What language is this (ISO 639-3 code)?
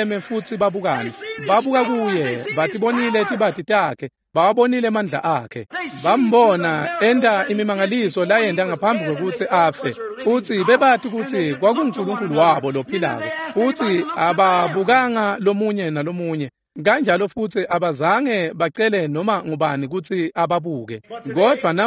ssw